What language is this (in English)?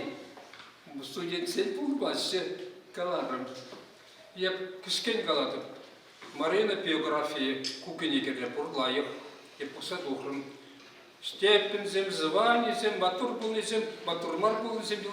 Chuvash